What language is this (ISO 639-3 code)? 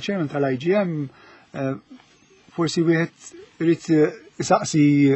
mlt